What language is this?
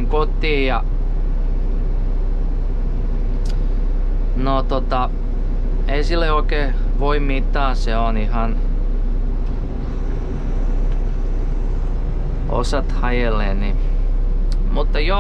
Finnish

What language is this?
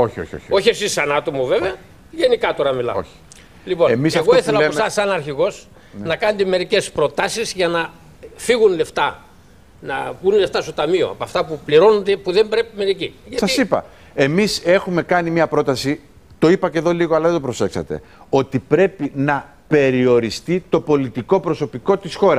Greek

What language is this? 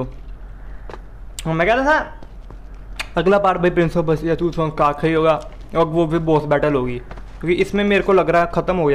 Hindi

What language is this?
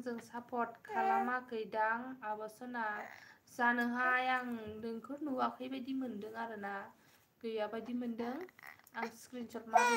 Bodo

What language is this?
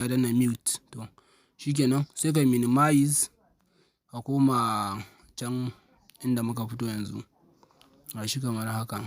Hausa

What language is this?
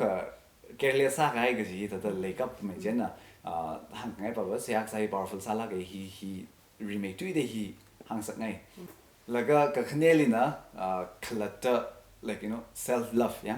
Tangkhul Naga (India)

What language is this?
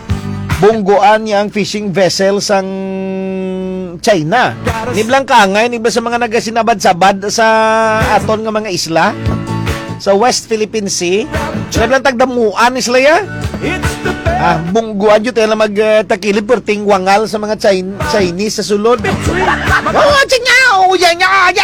Hiligaynon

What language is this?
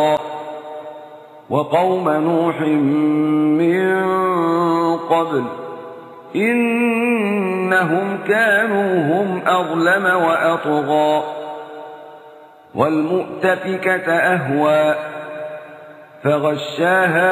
Arabic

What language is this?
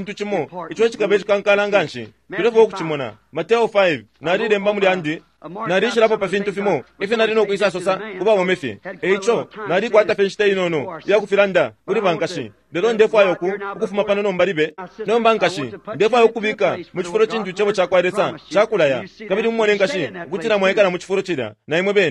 Bemba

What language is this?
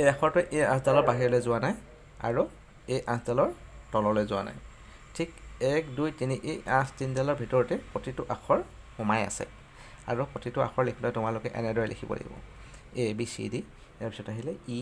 Assamese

